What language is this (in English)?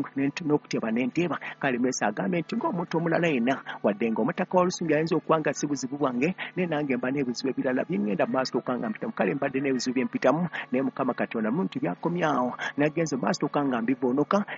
Ganda